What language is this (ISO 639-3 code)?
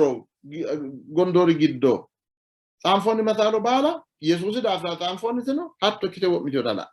sid